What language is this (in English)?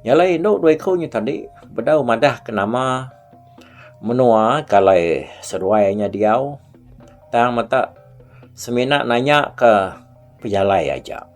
Iban